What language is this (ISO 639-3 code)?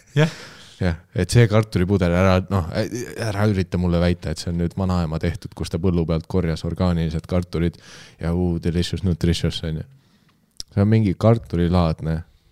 est